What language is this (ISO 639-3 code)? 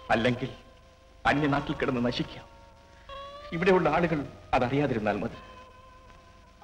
mal